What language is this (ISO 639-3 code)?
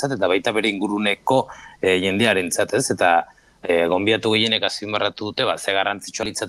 eus